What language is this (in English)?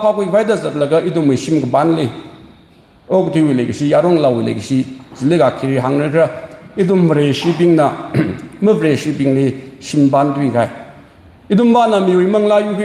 Tangkhul Naga (India)